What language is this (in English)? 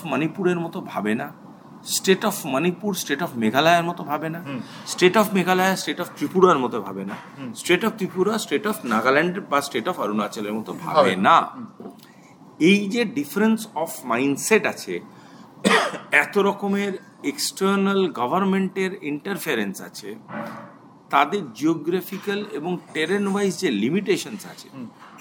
Bangla